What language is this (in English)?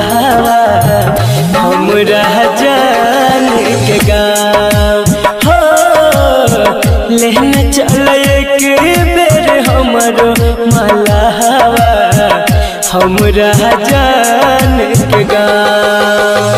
Bhojpuri